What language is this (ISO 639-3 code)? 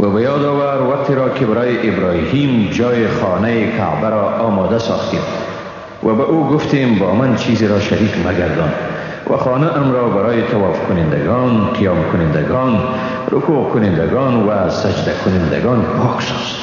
fas